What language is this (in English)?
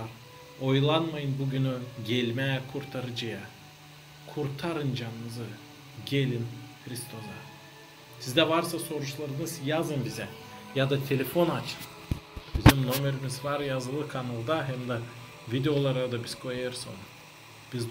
Gagauz